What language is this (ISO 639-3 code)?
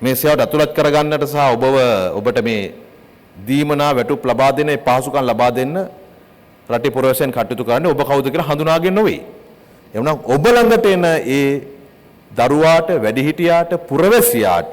sin